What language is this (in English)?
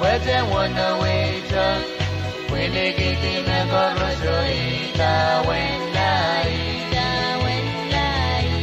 Pohnpeian